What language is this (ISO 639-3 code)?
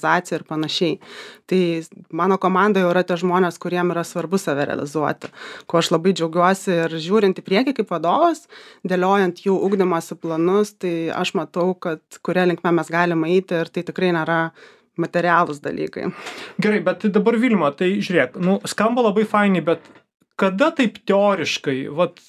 lit